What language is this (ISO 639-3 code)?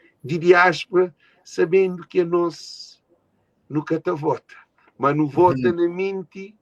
kea